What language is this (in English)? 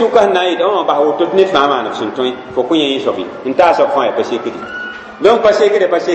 Mossi